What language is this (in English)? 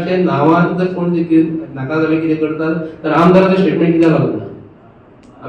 Konkani